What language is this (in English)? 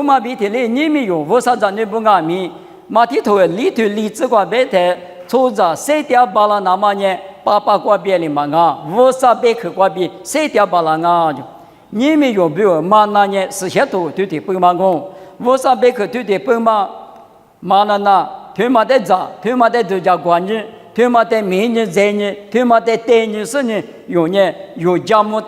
Lisu